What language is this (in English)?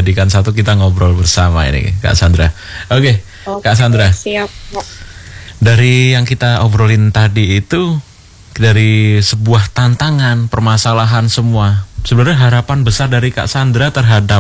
Indonesian